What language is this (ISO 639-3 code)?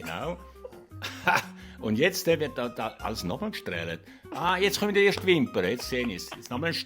gsw